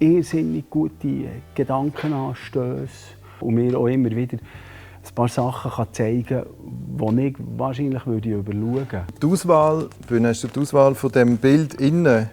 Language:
Swiss German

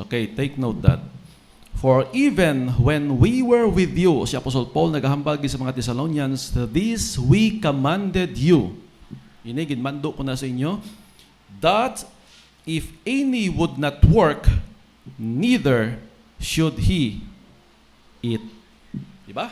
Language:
Hiligaynon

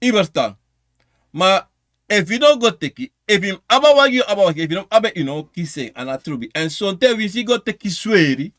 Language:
Sranan Tongo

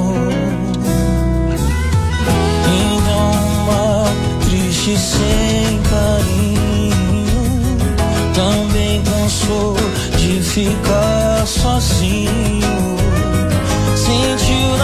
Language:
Portuguese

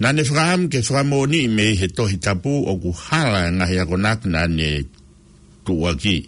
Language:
Tongan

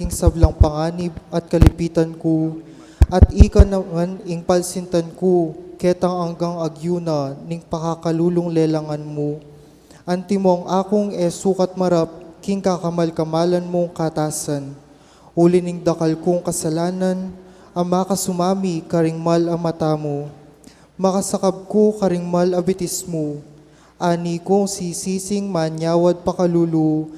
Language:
Pampanga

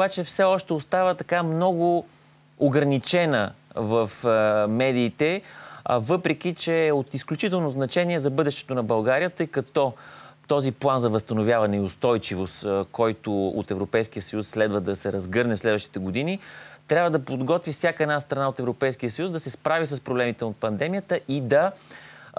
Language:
Bulgarian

